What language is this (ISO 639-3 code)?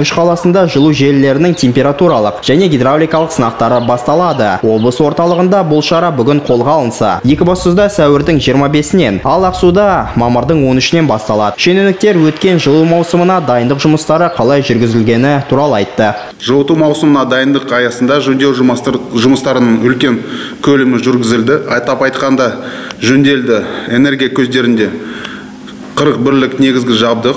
kaz